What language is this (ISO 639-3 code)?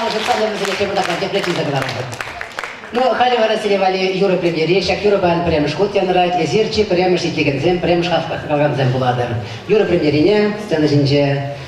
chv